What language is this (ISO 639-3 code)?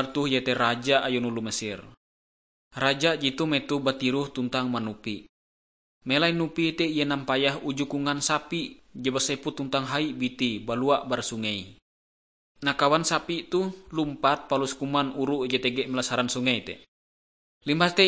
nij